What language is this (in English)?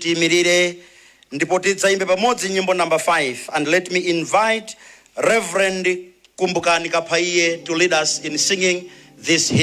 Nyanja